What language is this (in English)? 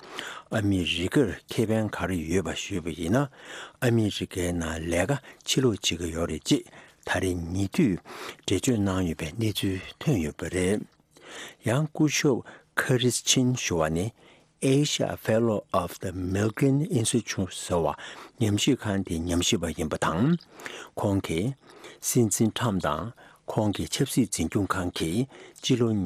Tibetan